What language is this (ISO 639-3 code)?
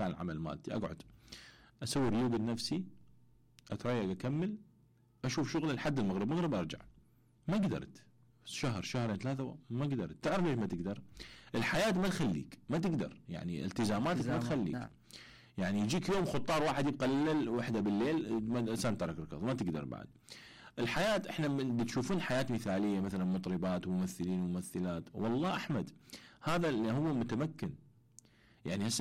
acm